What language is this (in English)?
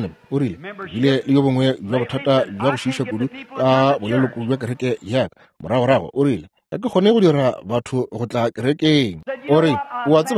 Northern Sotho